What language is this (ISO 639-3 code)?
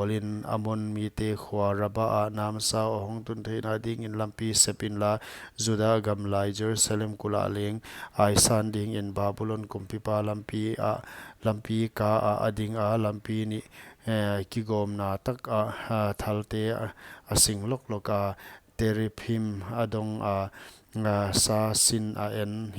pck